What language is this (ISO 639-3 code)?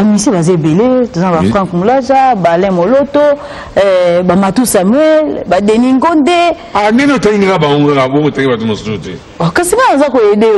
lin